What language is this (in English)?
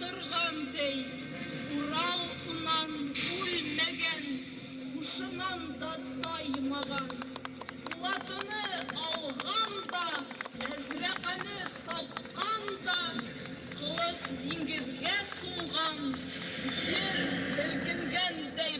Bashkir